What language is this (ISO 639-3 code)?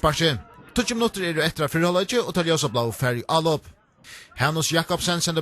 fao